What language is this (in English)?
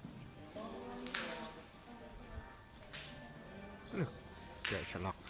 Lao